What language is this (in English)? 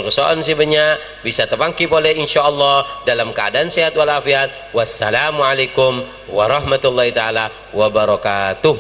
Madurese